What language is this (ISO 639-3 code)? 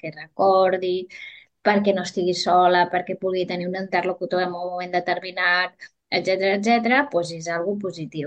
cat